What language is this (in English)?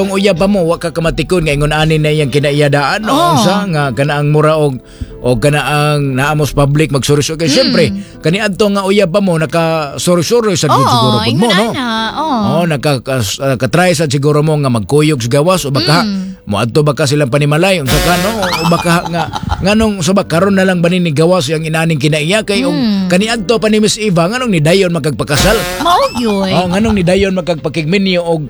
Cebuano